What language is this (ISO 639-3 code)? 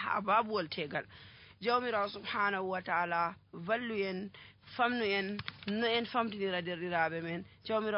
fuv